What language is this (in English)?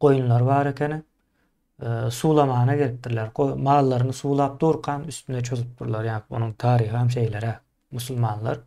Turkmen